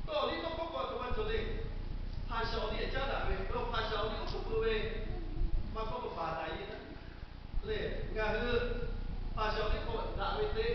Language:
Lahu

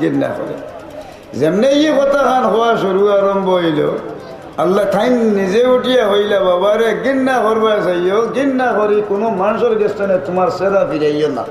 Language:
Sylheti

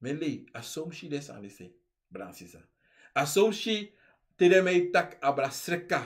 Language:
Sranan Tongo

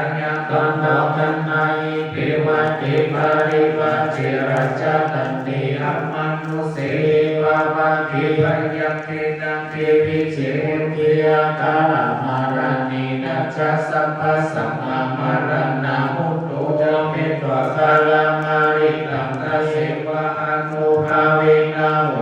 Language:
Pali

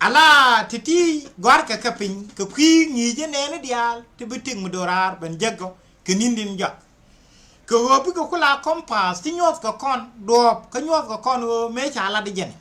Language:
Nuer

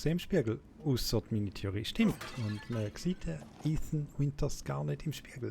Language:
Swiss German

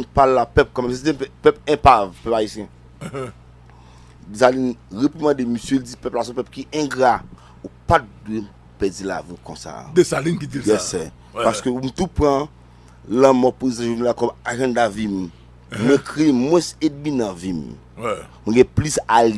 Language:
Haitian Creole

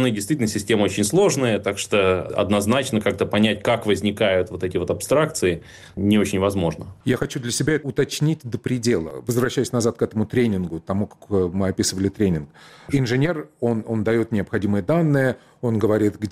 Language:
Russian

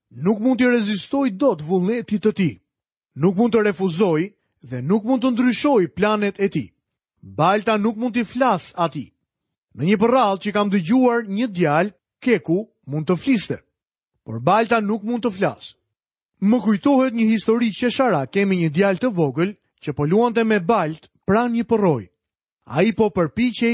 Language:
Albanian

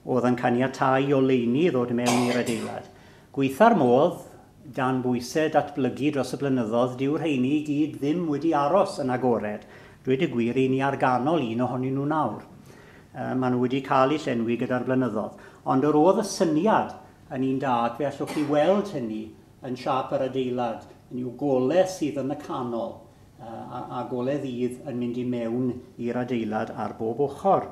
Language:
Welsh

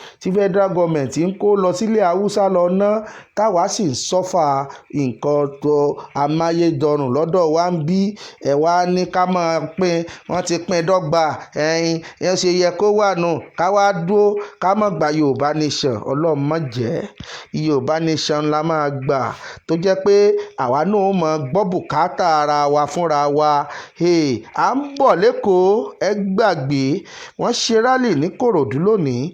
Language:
Yoruba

